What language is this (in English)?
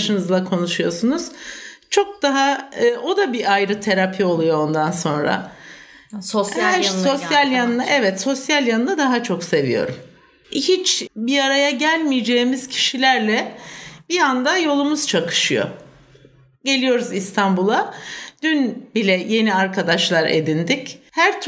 Turkish